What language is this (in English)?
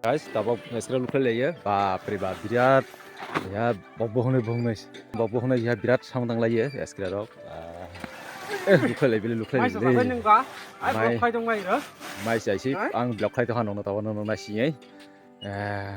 Kok Borok